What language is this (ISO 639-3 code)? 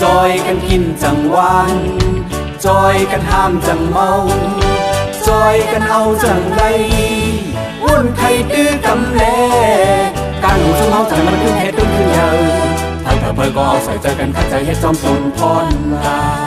shn